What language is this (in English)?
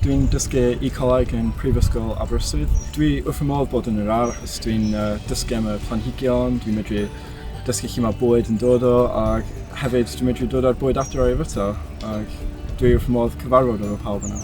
Welsh